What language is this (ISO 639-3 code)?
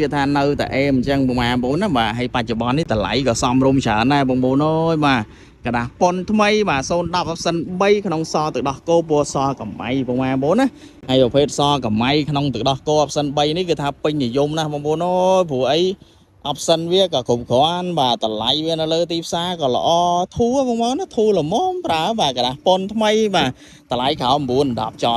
khm